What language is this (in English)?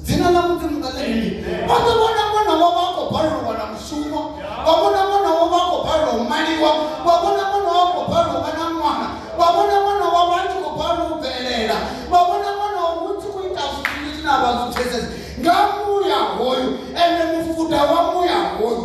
Venda